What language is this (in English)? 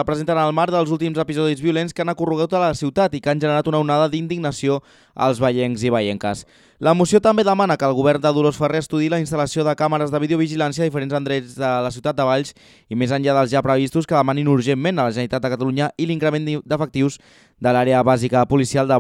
Catalan